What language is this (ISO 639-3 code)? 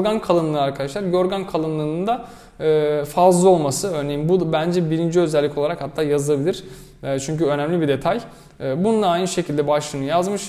tur